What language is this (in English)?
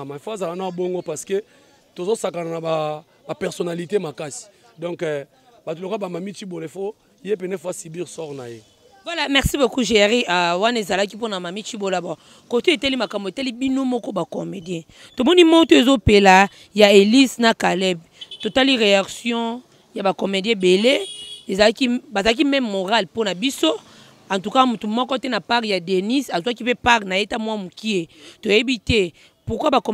Lingala